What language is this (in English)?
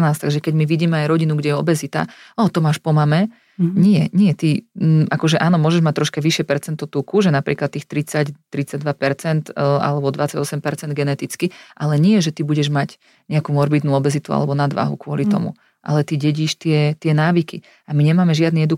Slovak